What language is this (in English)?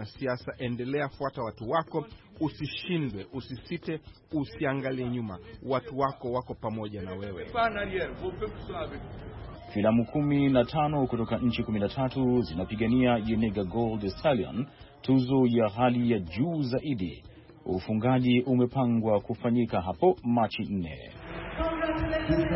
Swahili